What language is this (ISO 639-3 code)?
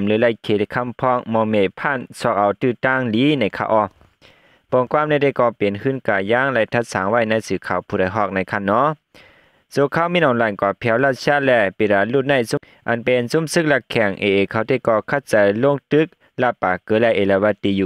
shn